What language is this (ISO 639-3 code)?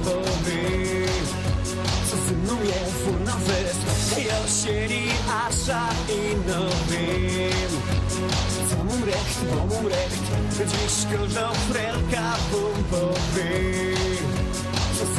szl